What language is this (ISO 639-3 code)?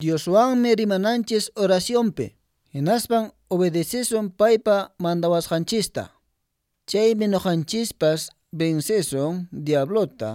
que